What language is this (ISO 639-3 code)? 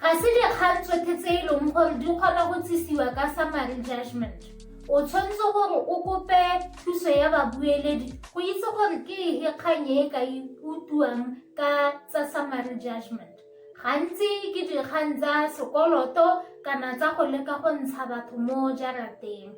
tsn